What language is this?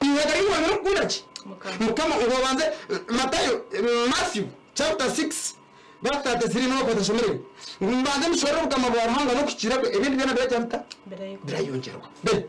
Nyankole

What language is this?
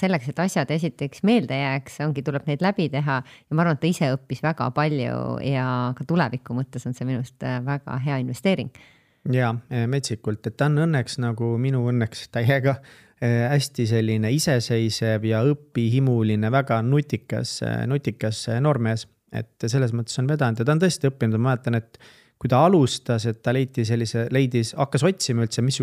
Estonian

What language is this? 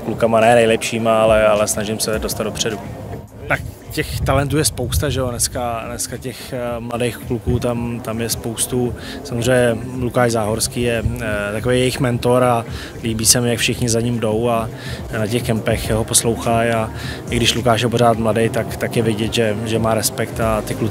Czech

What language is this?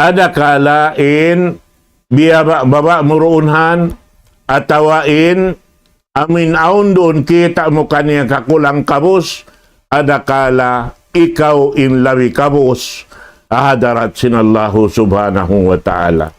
Tausug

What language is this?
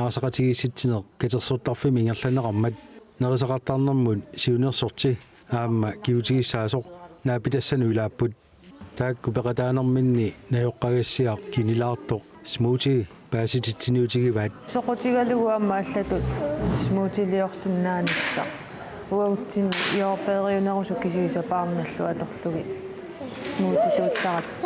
Kalaallisut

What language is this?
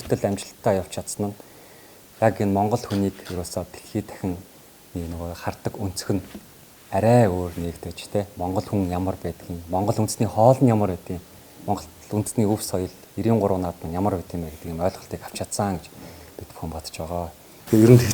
Mongolian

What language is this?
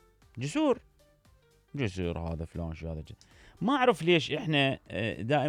Mesopotamian Arabic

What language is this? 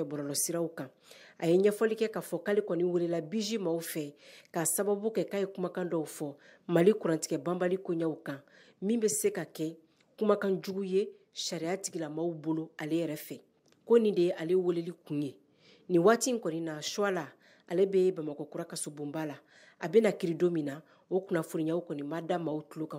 Bambara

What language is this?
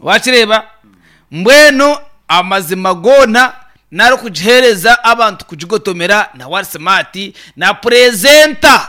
Nyankole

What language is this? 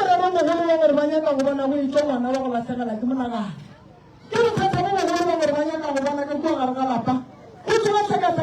Northern Sotho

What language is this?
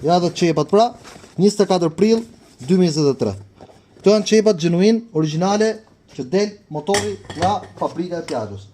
Albanian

